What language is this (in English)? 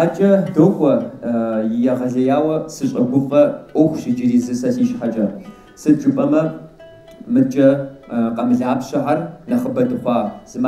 Kabardian